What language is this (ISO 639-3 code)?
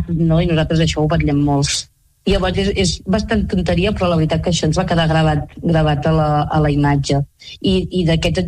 cat